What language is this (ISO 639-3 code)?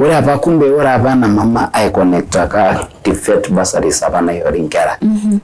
mas